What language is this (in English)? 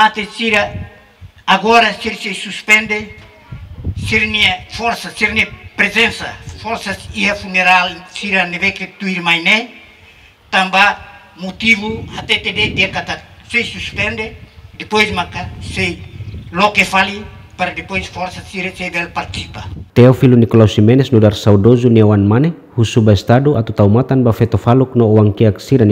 Tetum